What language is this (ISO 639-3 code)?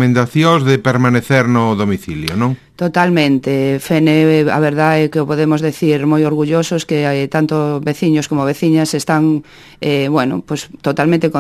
glg